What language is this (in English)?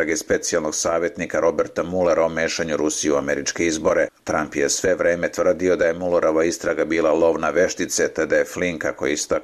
Serbian